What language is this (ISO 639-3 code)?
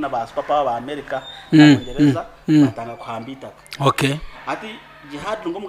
nyn